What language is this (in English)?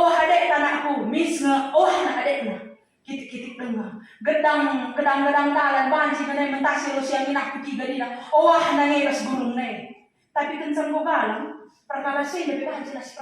Batak Karo